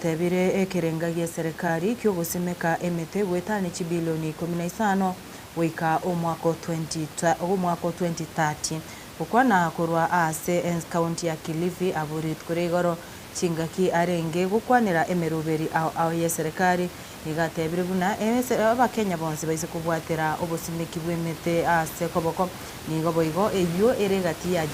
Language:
Gusii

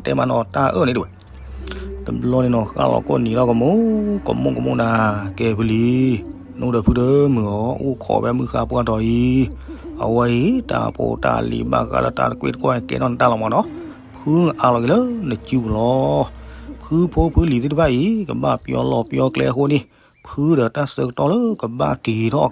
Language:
S'gaw Karen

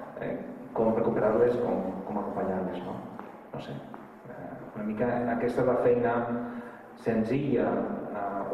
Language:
Catalan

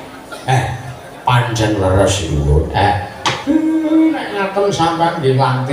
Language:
Javanese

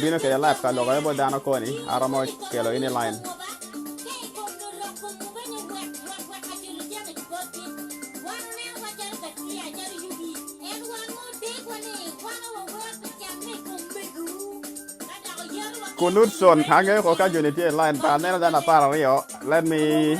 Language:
Acoli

